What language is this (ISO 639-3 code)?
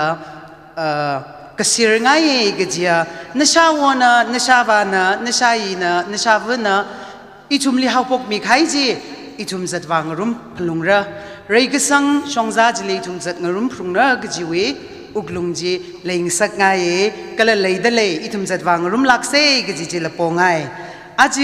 nmf